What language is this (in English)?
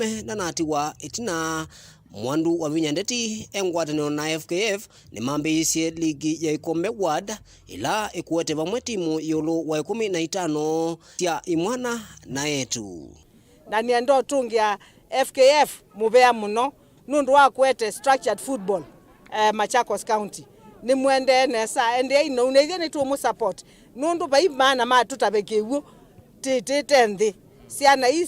Kamba